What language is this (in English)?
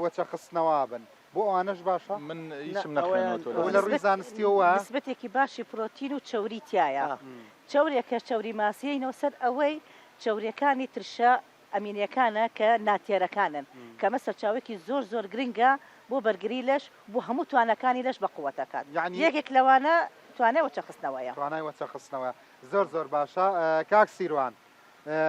Central Kurdish